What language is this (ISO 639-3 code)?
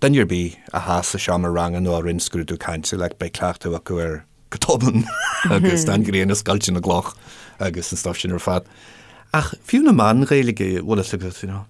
gle